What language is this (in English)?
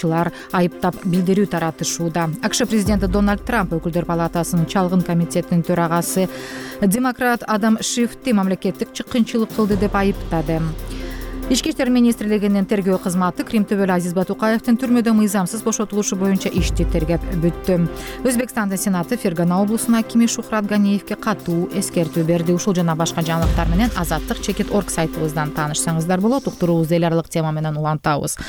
Kyrgyz